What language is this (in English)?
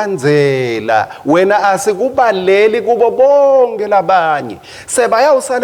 Swati